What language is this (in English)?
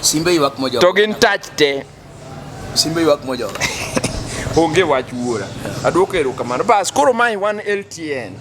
Luo (Kenya and Tanzania)